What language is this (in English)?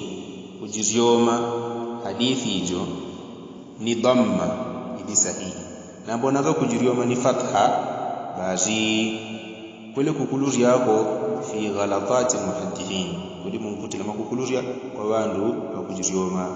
Yao